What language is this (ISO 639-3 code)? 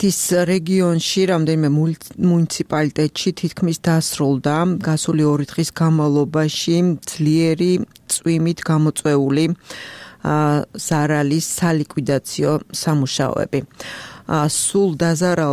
kat